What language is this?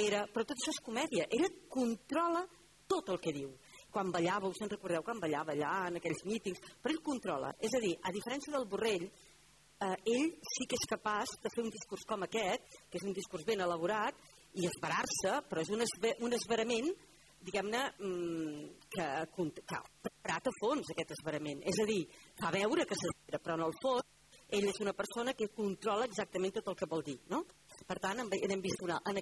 Catalan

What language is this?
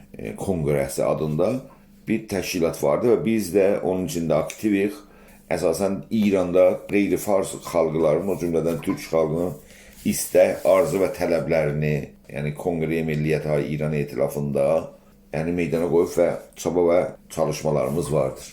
South Azerbaijani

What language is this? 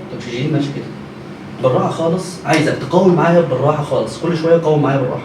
Egyptian Arabic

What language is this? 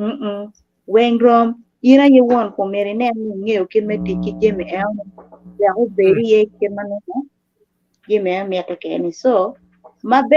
Acoli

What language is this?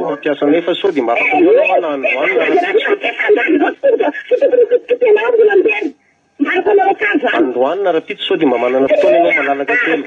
Malagasy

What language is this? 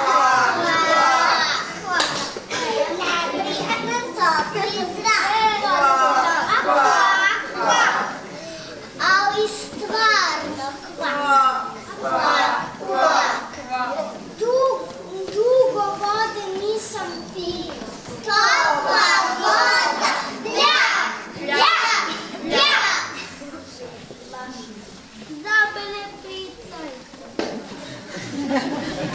Serbian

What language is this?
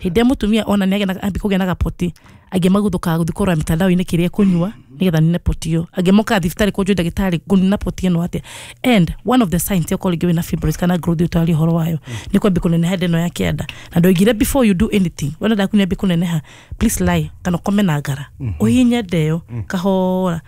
Kikuyu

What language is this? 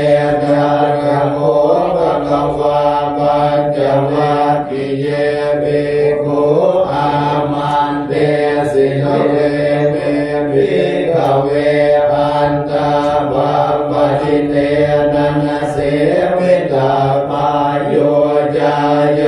Pali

